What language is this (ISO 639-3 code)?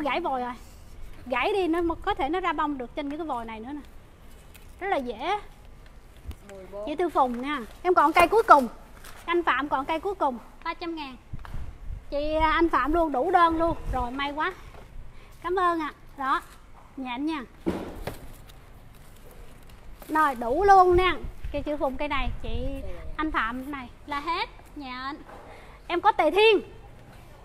vie